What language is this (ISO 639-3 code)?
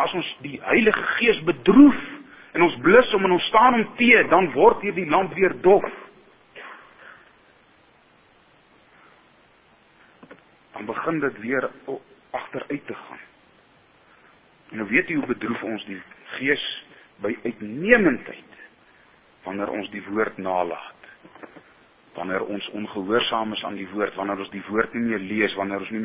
afr